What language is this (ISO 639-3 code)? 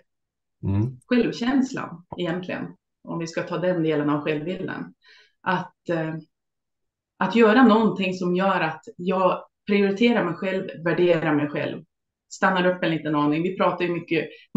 swe